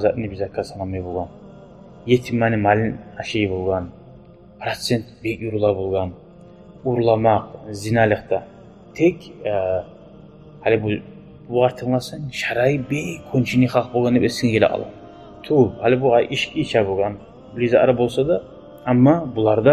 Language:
Kumyk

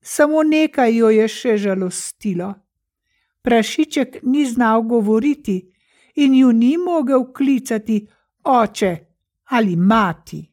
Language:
Slovenian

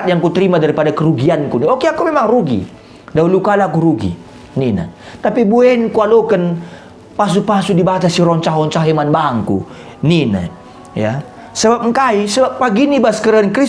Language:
Batak Karo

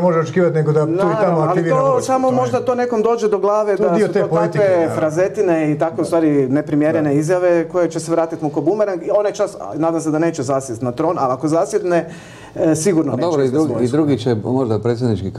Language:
Croatian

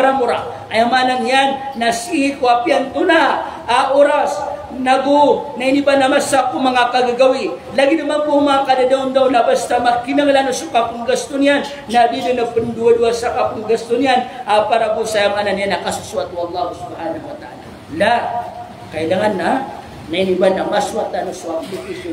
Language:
Maranao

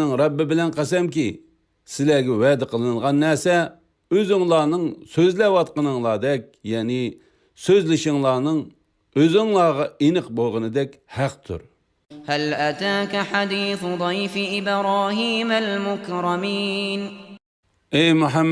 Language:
Uyghur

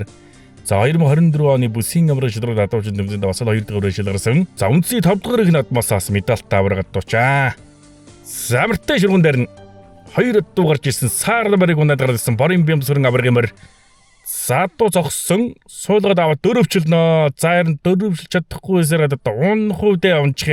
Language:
Mongolian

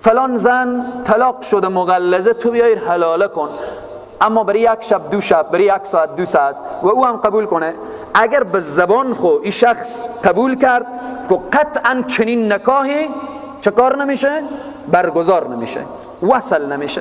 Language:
Persian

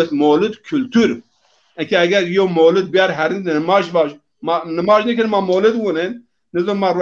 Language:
Zaza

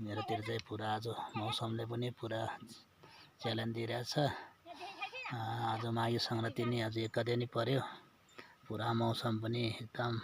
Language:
Nepali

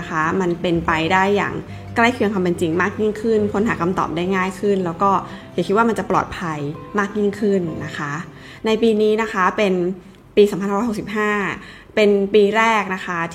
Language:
Thai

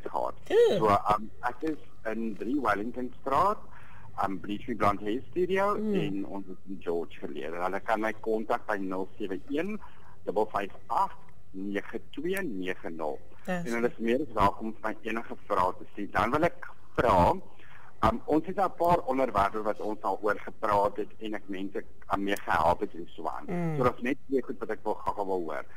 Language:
Afrikaans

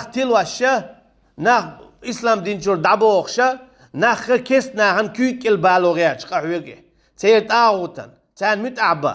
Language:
Chechen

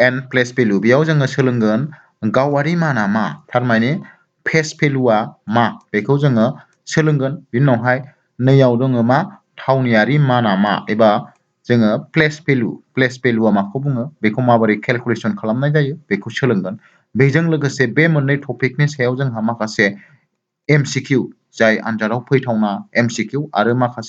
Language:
Bodo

